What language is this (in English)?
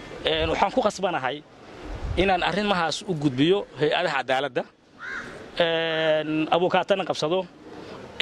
Somali